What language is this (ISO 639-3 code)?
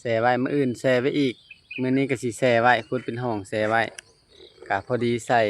lao